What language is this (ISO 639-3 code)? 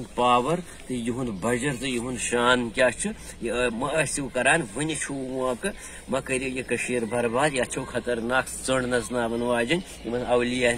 kas